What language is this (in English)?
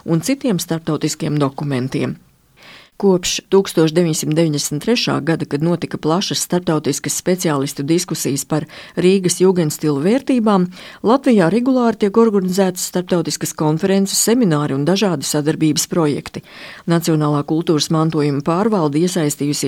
Latvian